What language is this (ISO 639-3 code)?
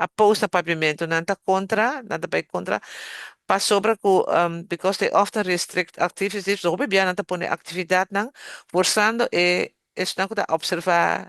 pap